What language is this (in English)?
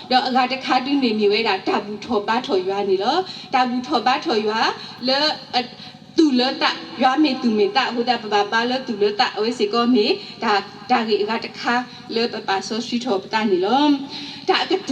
S'gaw Karen